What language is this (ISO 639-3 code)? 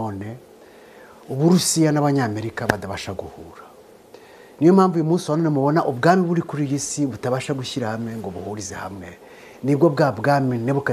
kin